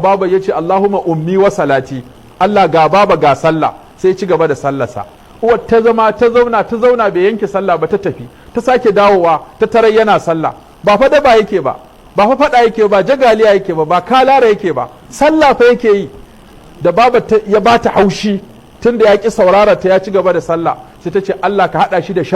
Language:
Hausa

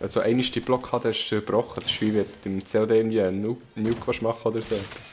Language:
Swiss German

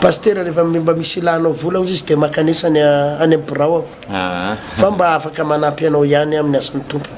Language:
Malagasy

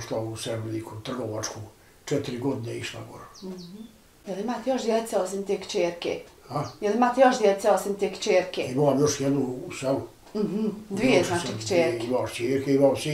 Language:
Bosnian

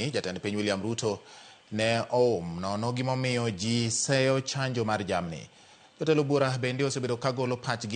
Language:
Luo (Kenya and Tanzania)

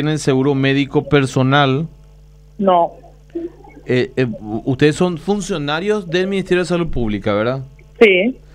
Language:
Spanish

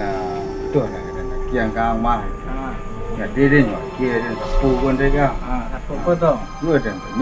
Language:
Minangkabau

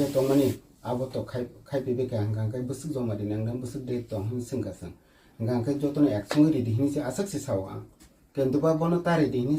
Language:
Kok Borok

